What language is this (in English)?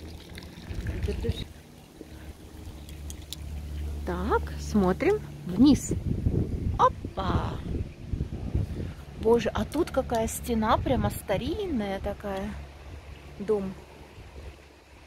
Russian